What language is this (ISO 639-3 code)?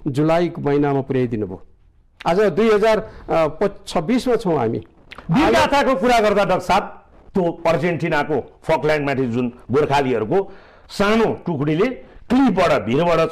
nep